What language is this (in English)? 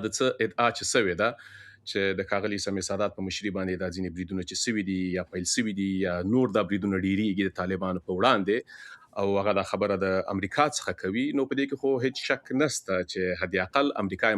Pashto